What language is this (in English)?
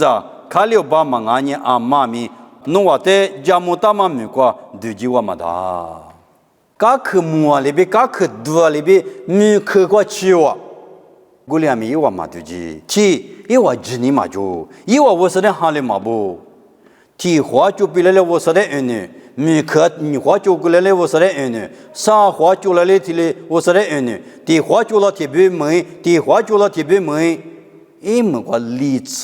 Lisu